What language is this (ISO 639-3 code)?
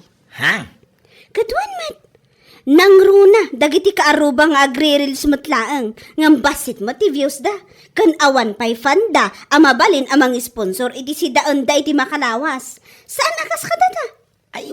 ilo